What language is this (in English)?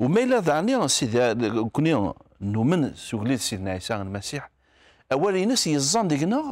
Kabyle